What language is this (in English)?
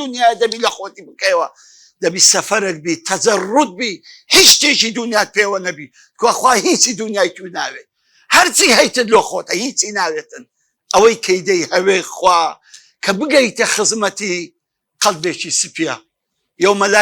Central Kurdish